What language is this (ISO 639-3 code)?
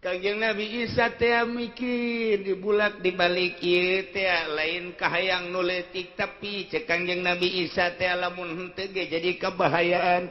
sun